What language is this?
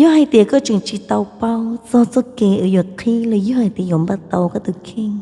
Hmong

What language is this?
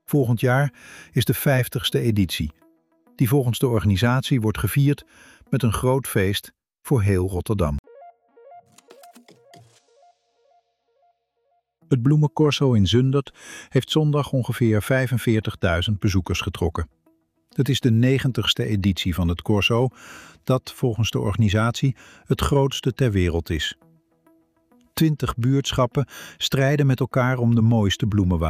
Dutch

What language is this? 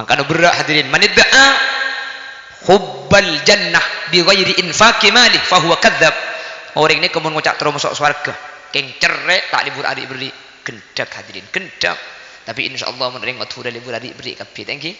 Madurese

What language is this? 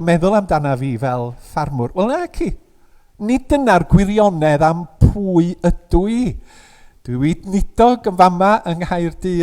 Welsh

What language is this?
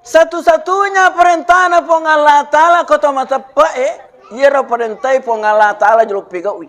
Buginese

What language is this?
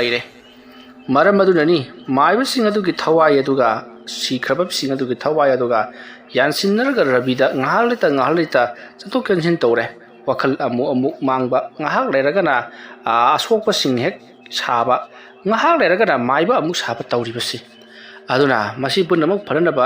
Manipuri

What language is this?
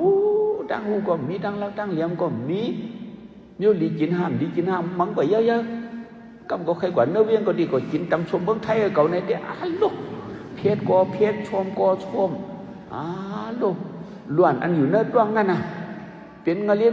Shan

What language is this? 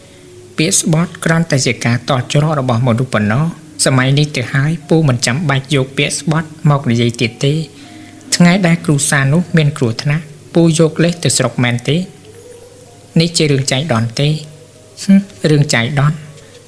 Khmer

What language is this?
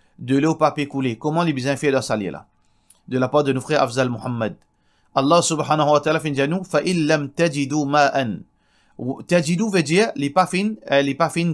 Morisyen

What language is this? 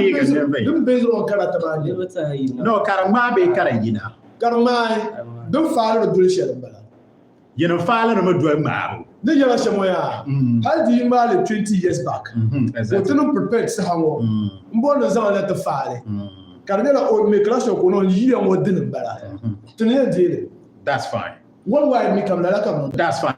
Dagbani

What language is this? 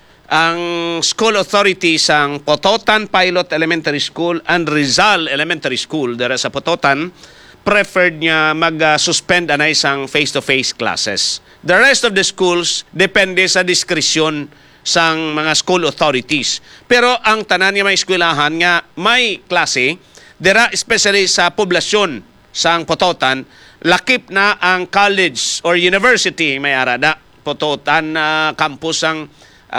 Hiligaynon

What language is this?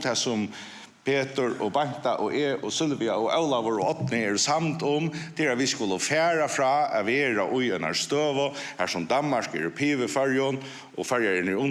Faroese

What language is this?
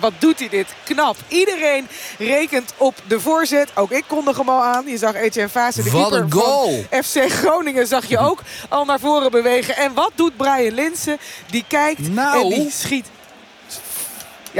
Dutch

